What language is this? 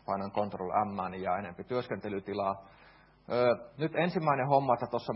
Finnish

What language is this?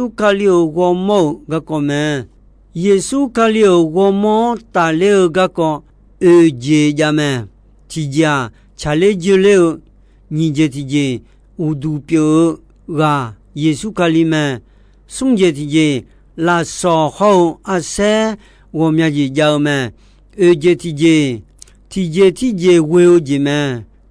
Akha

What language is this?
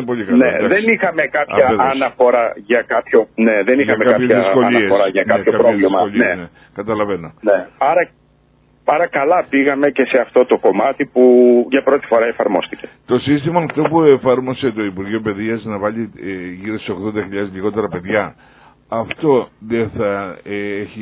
Greek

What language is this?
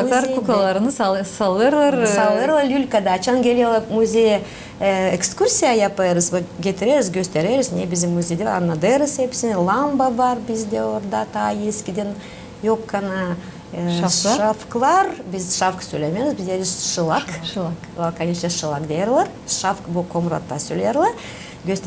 Gagauz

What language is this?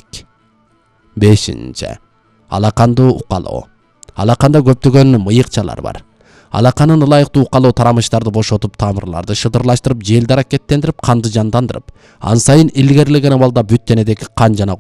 Kyrgyz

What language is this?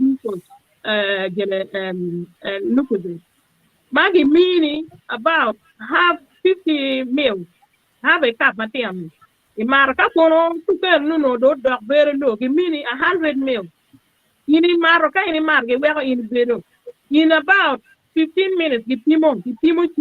Acoli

